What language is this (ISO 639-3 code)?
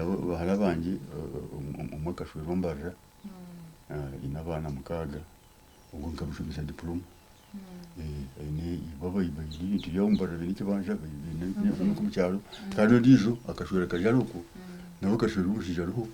nyn